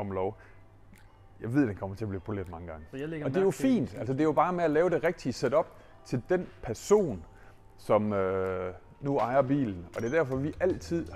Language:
Danish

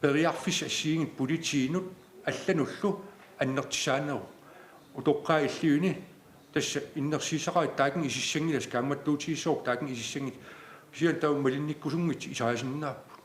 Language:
Kalaallisut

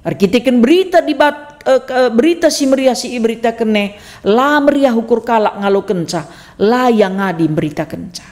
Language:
Batak Karo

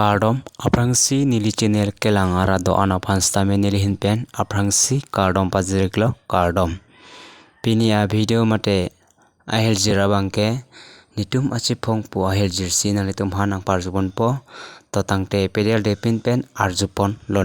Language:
Karbi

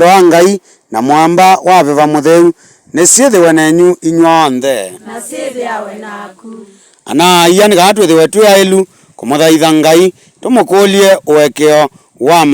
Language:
Kamba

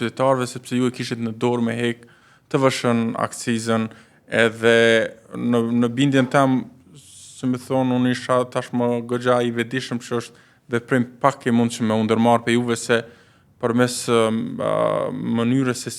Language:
Albanian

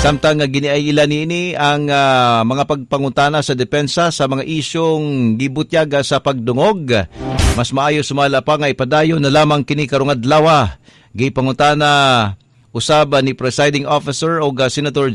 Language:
Cebuano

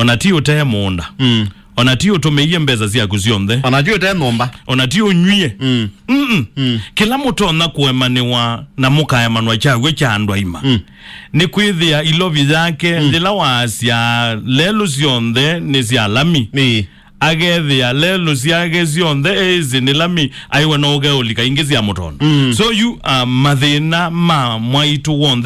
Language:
Kamba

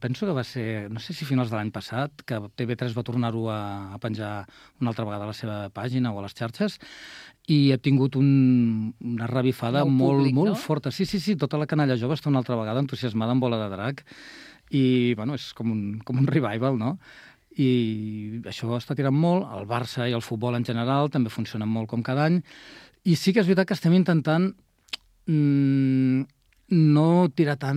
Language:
Catalan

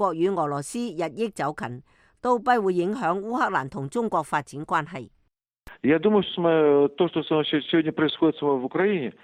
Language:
Cantonese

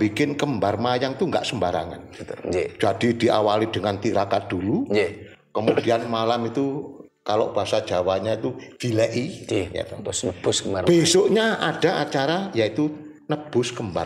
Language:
Indonesian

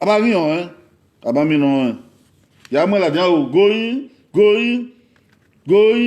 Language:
Bini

